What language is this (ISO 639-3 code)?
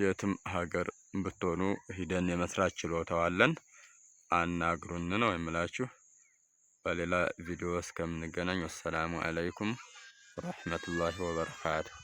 amh